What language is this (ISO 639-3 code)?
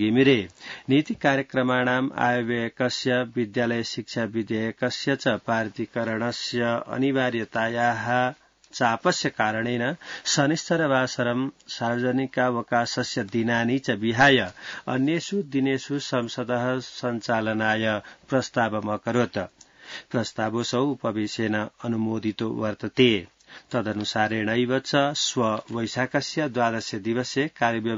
san